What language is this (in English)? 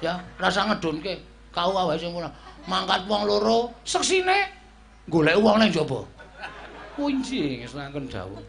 Javanese